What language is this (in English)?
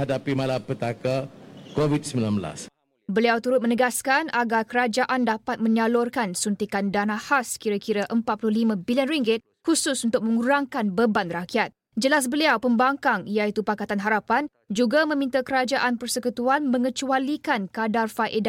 Malay